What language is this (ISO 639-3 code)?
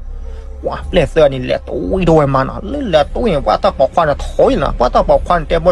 ksw